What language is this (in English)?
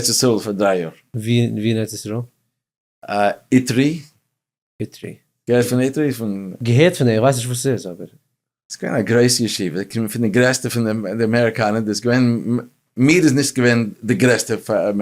Yiddish